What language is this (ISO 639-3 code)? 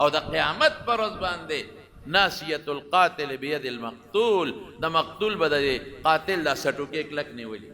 pus